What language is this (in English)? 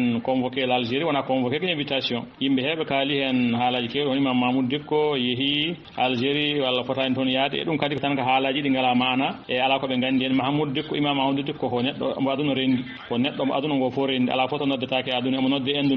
Fula